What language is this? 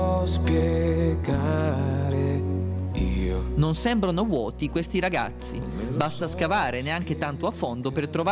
Italian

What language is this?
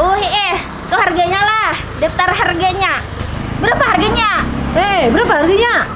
Banjar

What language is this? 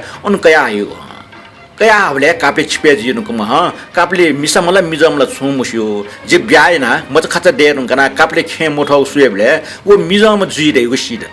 Newari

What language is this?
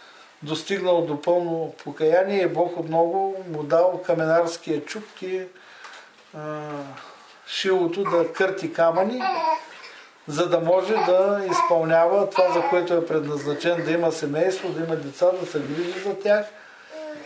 Bulgarian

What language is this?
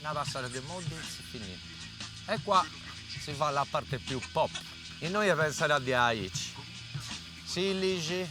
Sardinian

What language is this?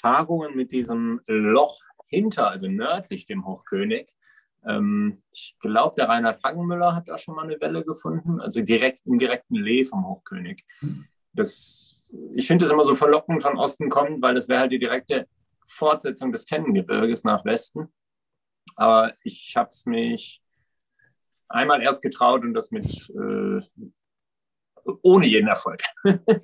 German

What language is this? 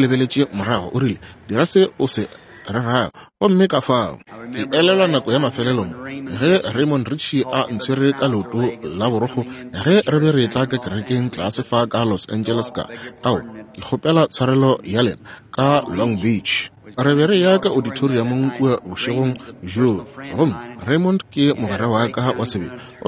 Northern Sotho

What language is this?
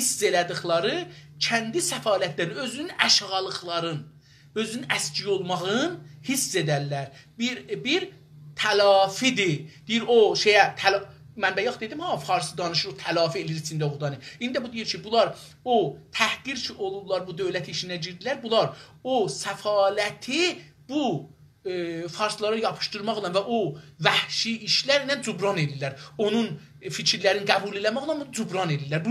South Azerbaijani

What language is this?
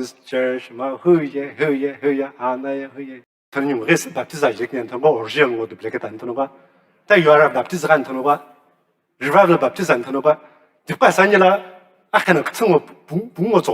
Sumi Naga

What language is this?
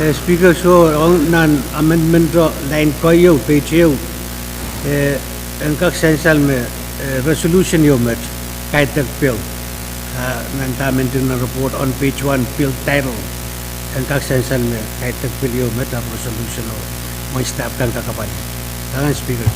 Pohnpeian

